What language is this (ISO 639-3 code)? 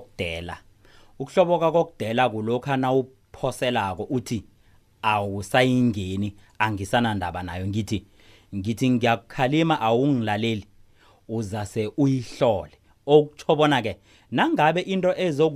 nbl